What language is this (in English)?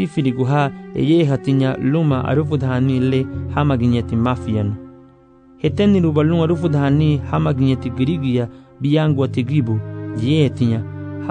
Garifuna